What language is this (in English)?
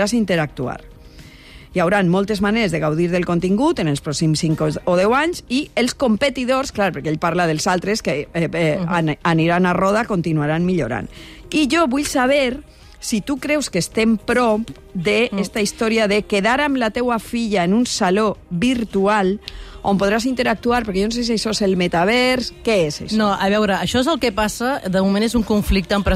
Catalan